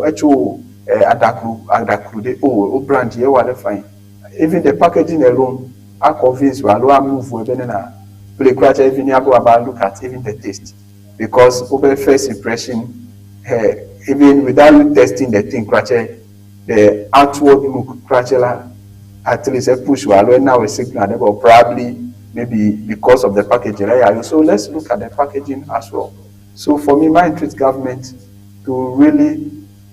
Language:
Ewe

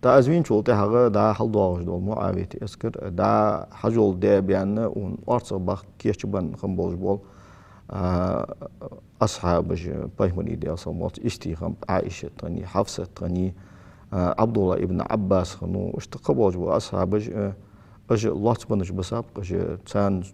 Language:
Ingush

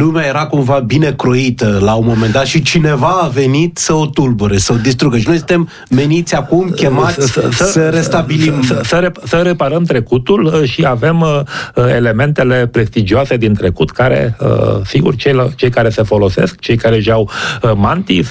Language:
Romanian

